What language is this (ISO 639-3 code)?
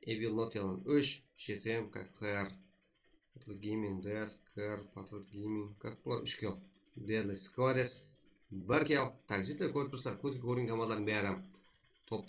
kaa